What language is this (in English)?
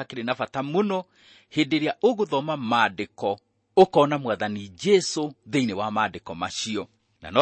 Kikuyu